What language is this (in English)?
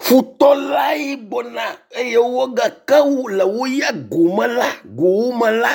Ewe